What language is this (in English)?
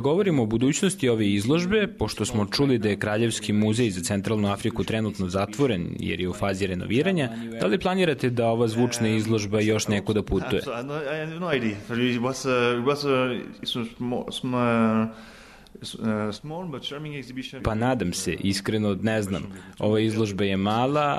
Serbian